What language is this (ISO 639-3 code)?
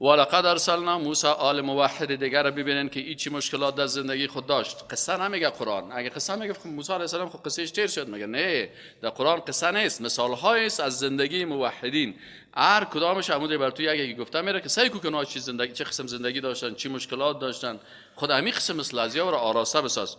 fas